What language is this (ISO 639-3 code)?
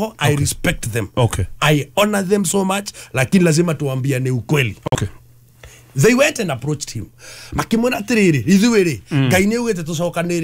kik